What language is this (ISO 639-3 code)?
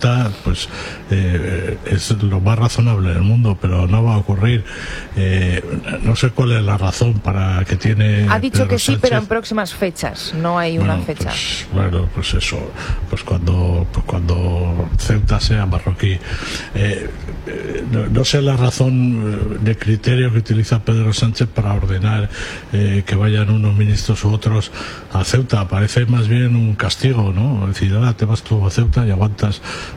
spa